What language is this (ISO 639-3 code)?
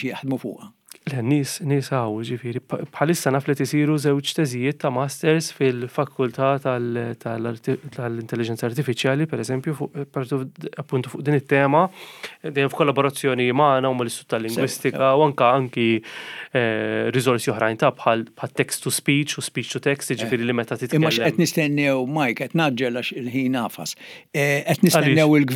mlt